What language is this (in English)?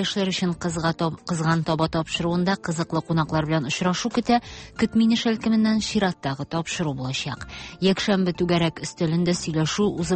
Tatar